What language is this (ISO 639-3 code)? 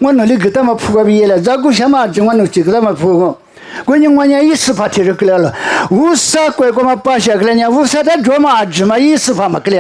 lis